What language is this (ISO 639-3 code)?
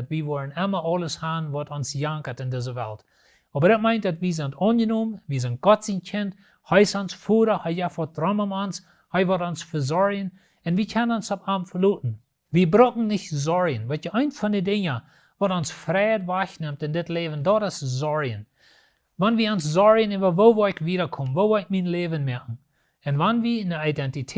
pdt